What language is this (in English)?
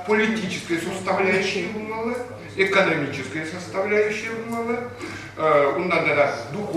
Chuvash